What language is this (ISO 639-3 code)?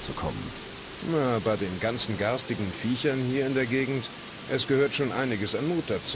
bar